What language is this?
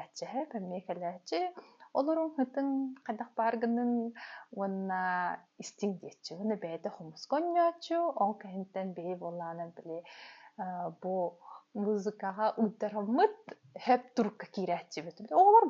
Yakut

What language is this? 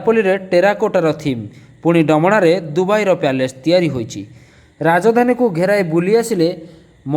Odia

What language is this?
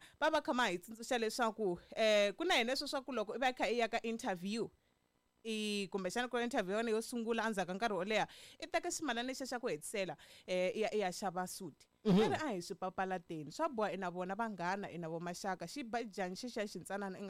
Tsonga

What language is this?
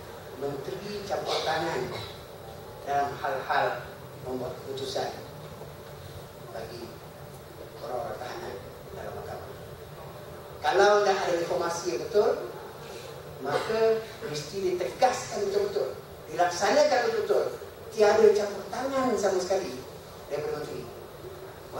Malay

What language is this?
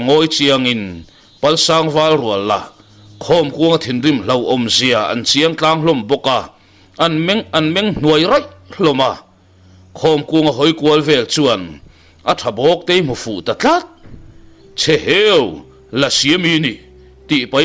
Mizo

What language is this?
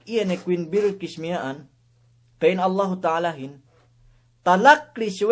Yakan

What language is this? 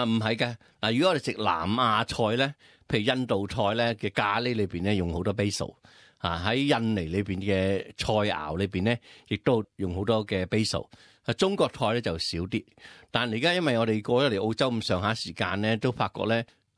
Cantonese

